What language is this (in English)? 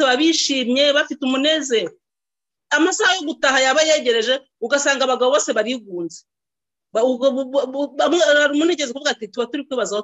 Kinyarwanda